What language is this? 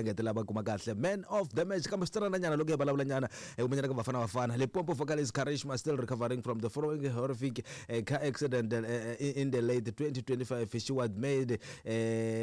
Tsonga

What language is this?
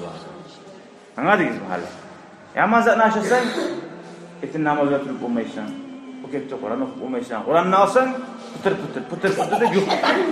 Kumyk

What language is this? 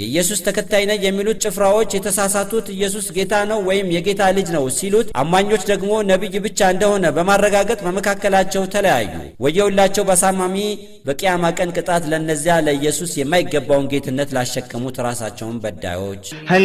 Amharic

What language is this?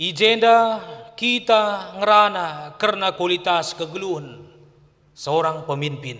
Batak Karo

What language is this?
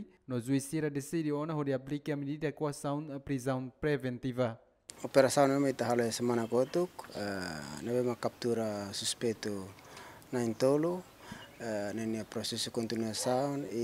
Tetum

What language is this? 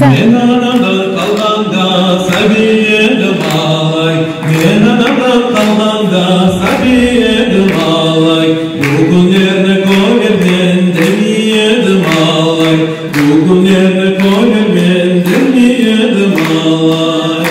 Crimean Tatar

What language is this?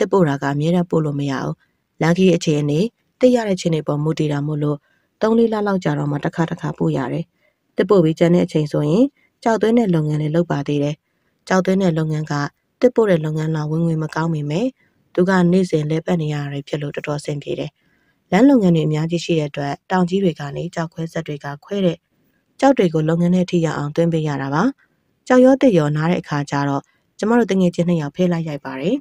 Burmese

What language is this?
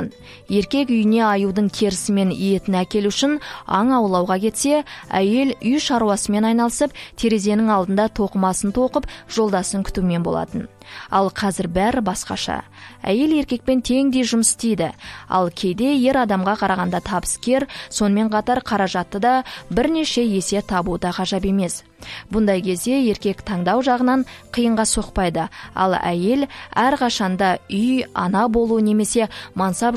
Kazakh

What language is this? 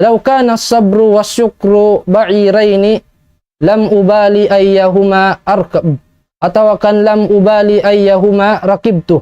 Tausug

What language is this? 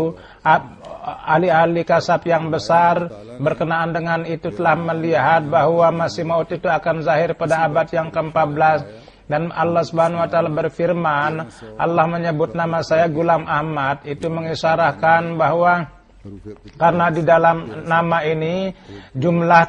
Indonesian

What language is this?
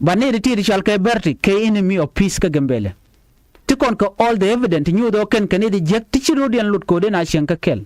Nuer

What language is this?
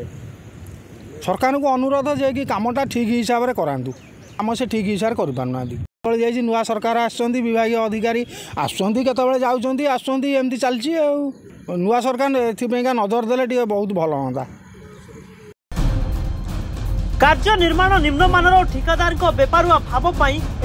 Odia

